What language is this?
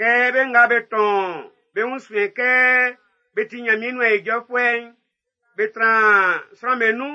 Baoulé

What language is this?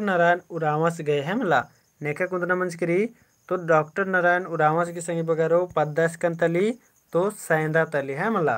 Kurukh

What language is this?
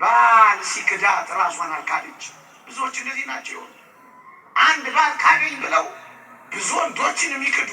Amharic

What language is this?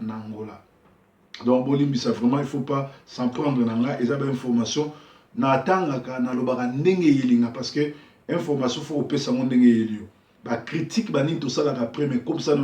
Lingala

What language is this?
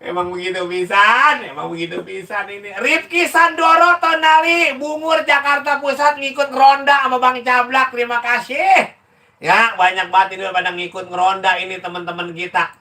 Betawi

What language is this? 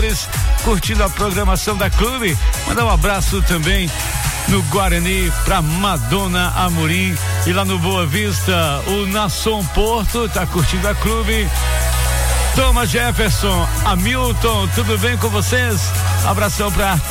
Portuguese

